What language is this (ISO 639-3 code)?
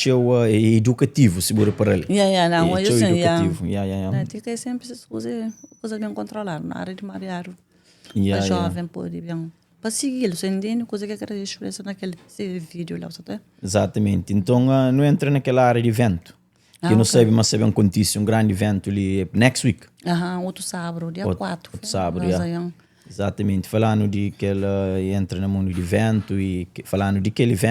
kea